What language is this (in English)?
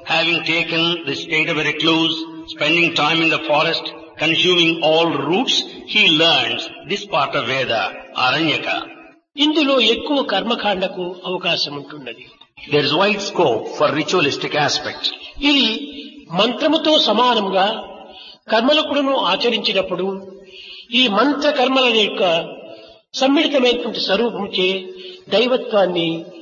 Telugu